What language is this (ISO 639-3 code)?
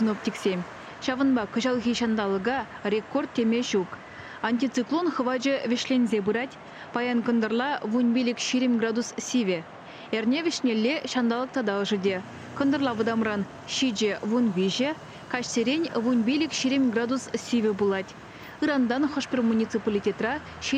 chv